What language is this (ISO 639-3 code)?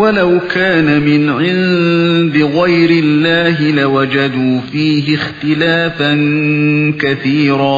uig